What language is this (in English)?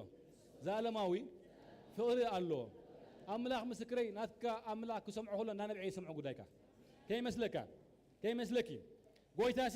Tigrinya